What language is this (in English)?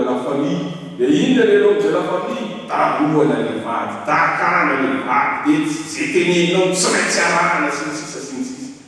Malagasy